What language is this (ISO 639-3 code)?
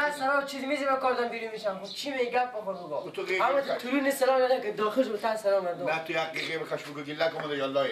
fas